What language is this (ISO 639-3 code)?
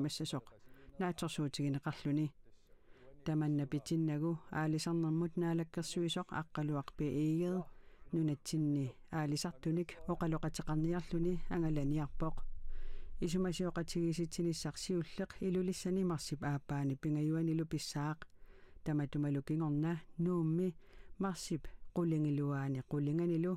kal